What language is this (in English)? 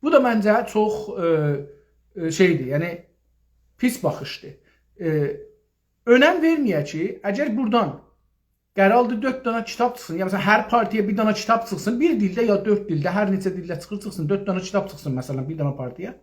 South Azerbaijani